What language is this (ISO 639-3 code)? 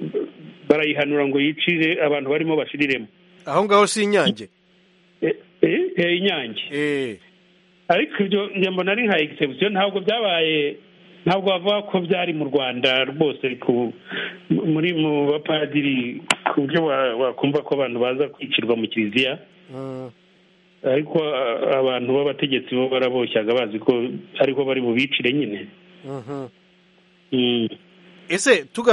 kin